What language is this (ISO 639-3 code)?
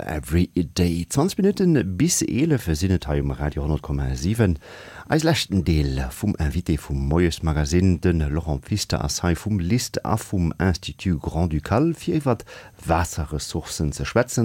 ltz